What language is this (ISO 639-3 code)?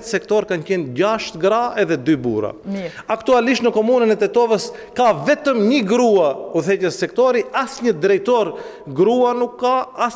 sqi